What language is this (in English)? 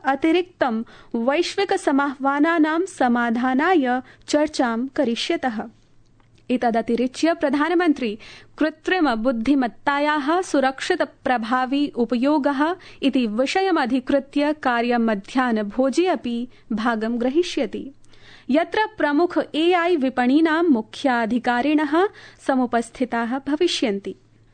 Sanskrit